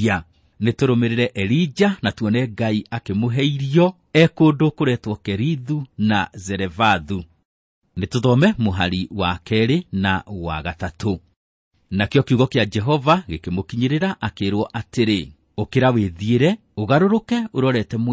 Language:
Kikuyu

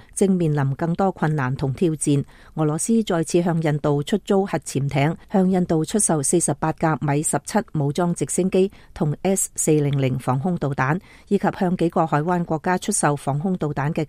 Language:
Cantonese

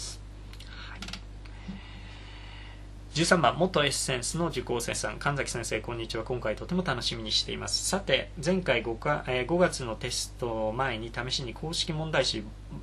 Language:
Japanese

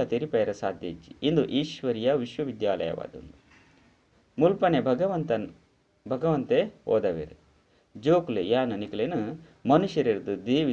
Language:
Tulu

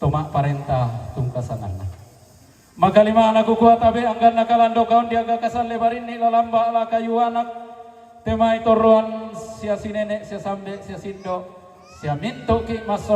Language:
Toraja-Sa'dan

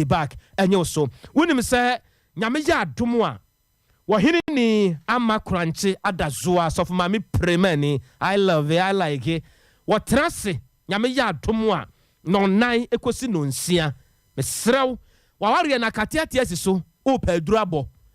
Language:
Akan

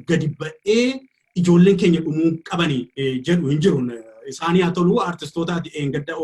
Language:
Oromo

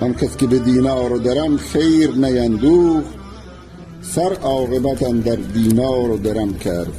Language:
Tajik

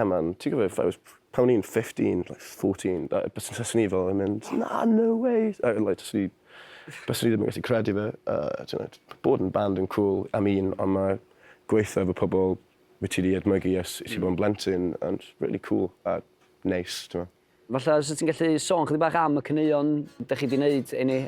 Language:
Welsh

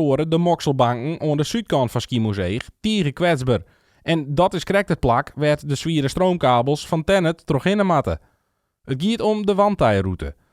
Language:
Western Frisian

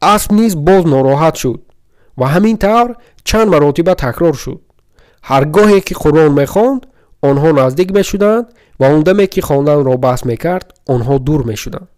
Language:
Tajik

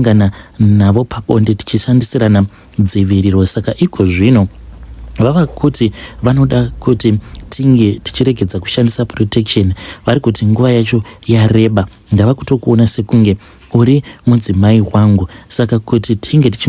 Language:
Shona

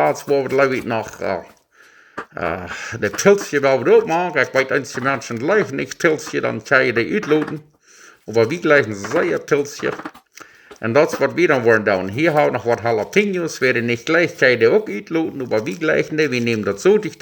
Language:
Plautdietsch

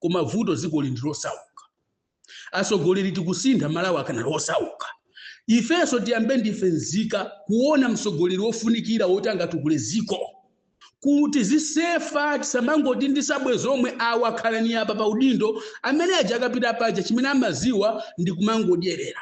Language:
Nyanja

